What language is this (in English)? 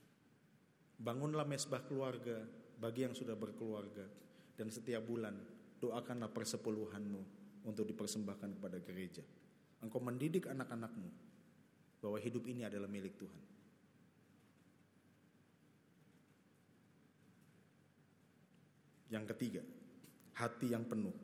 Indonesian